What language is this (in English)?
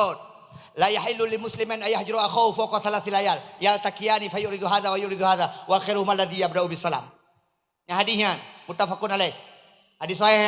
Achinese